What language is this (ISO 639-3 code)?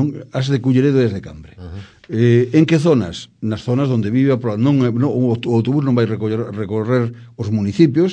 glg